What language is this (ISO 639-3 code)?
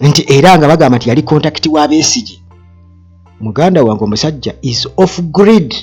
lug